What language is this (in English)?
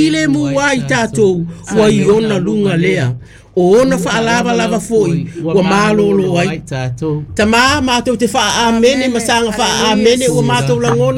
Samoan